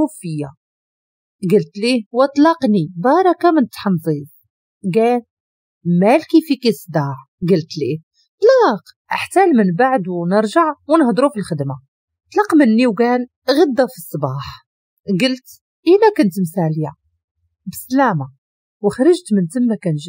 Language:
Moroccan Arabic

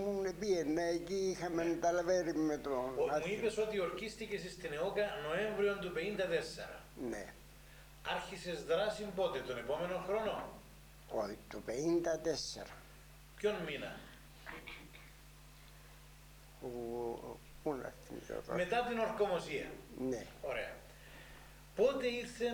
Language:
Greek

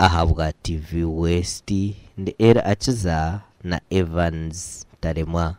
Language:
Nyankole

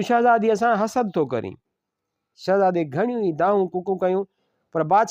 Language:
Sindhi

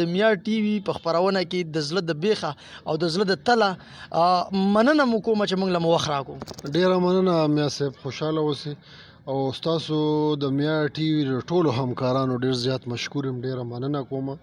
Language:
Pashto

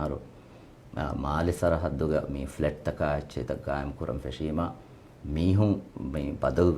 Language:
Divehi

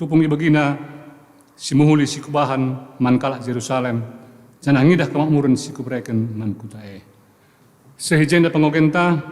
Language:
Batak Karo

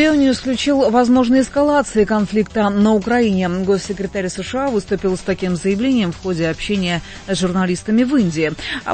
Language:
Russian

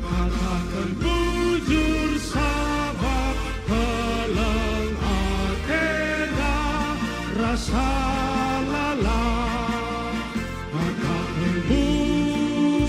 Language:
Batak Karo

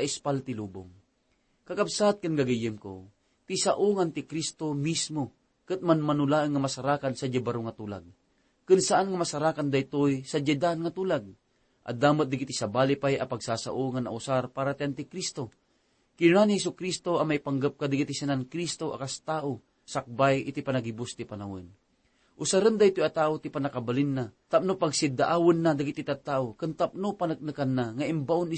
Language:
Iloko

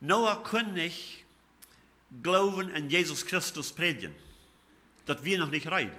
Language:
Plautdietsch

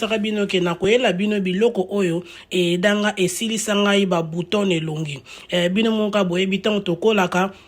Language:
Lingala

